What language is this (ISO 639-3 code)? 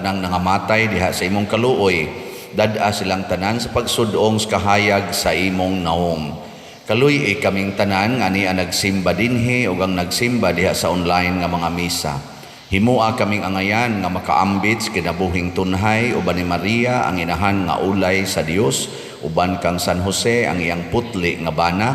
ceb